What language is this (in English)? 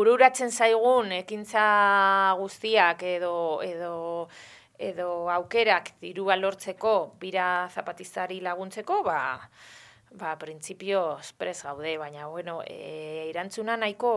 Basque